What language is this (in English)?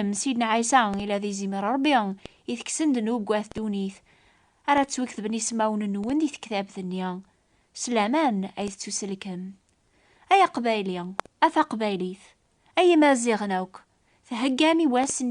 Kabyle